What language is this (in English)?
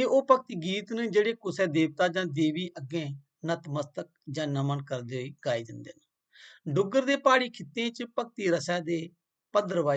Dogri